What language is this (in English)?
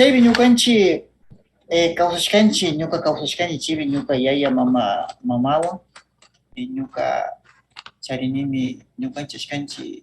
Northern Pastaza Quichua